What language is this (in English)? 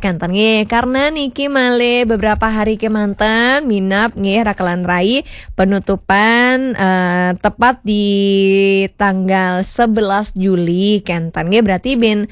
Balinese